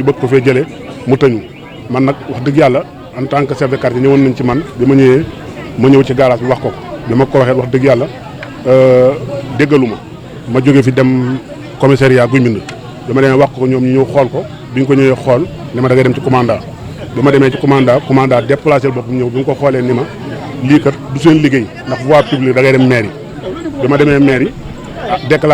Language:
Wolof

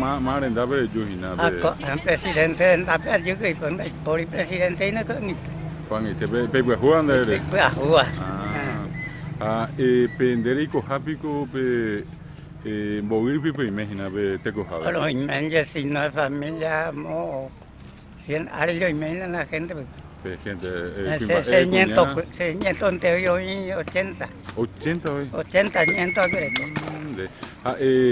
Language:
Guarani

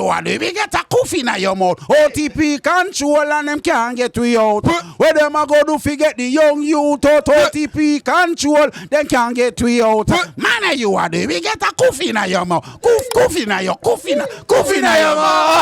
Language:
Jamaican Creole English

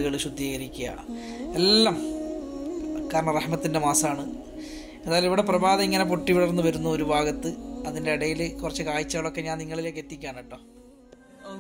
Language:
Malayalam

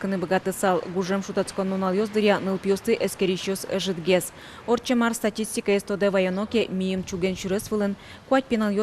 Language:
Udmurt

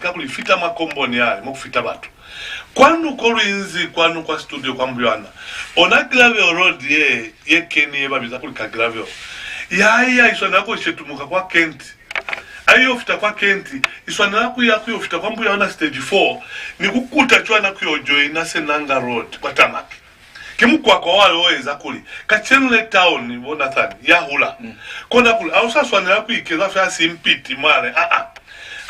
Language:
Lozi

